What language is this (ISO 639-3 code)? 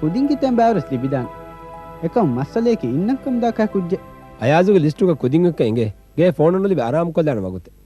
div